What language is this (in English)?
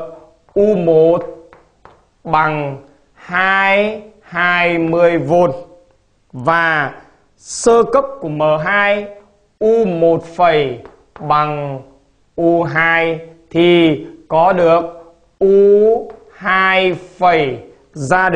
Vietnamese